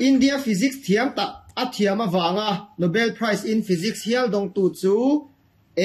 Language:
Mizo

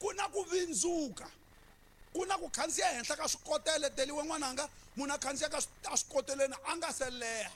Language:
Tsonga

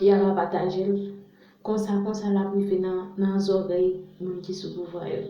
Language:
Haitian Creole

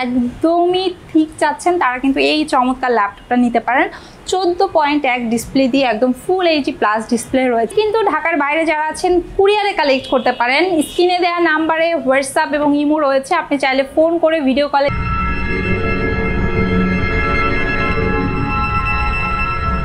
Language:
Bangla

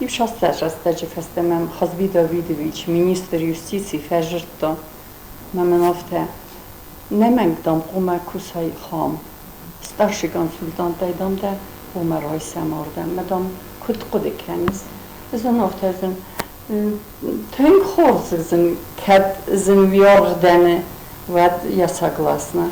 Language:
Ossetic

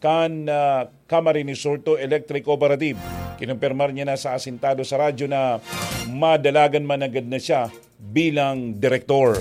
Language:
Bikol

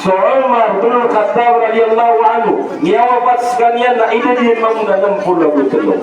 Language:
Maranao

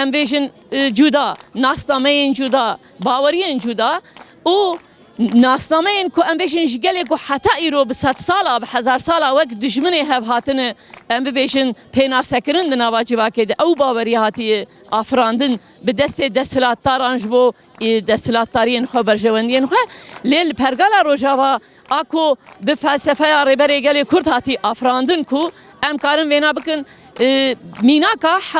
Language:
Kurdish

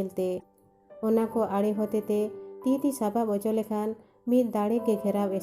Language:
Santali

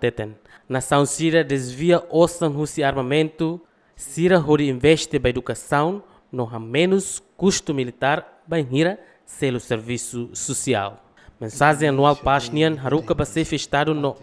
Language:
Tetum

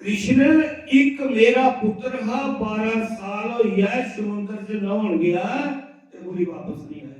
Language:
Dogri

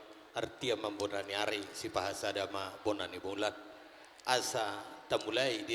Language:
Batak Toba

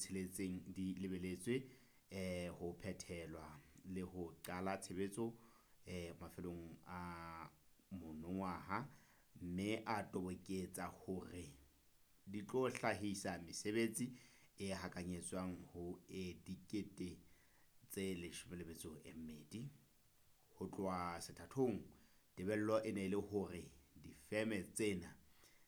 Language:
Southern Sotho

